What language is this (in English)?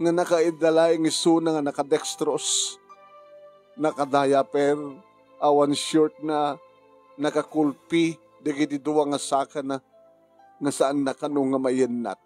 Iloko